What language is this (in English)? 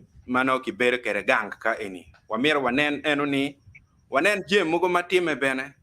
Acoli